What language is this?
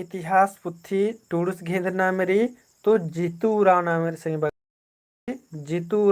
Kurukh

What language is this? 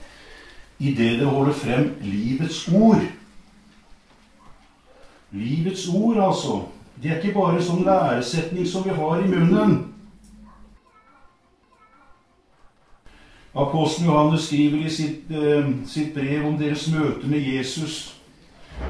Norwegian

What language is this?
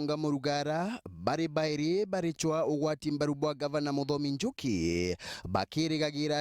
Meru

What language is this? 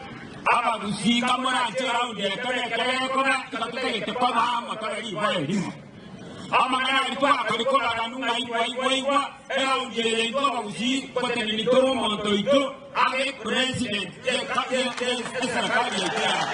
Gusii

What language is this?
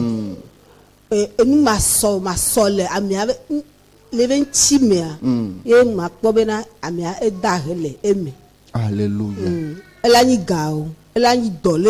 Ewe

